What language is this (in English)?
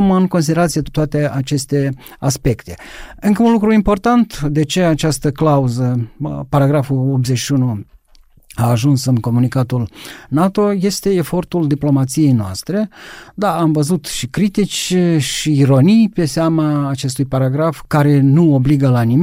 Romanian